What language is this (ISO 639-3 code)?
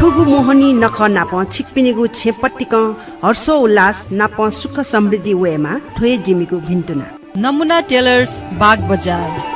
new